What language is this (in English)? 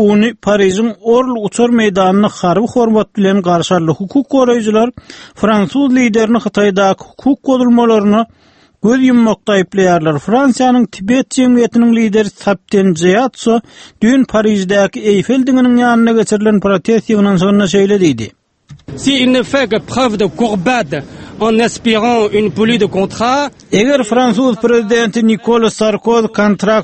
Turkmen